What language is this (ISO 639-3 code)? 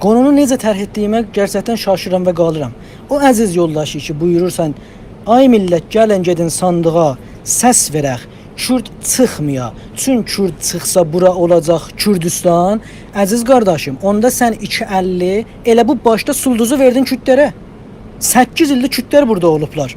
azb